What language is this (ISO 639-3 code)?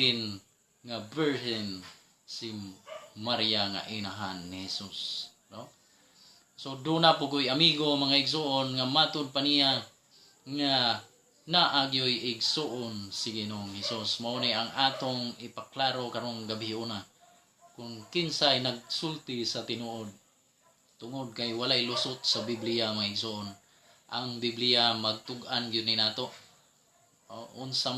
ceb